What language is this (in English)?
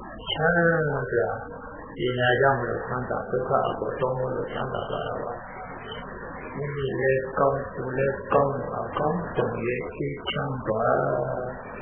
Burmese